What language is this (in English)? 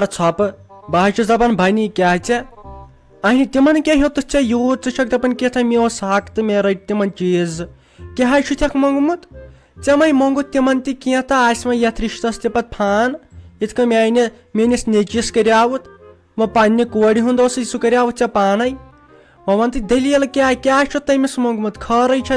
Kashmiri